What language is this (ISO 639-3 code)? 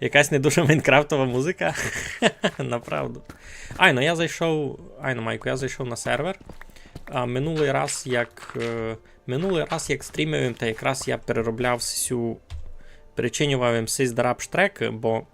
rue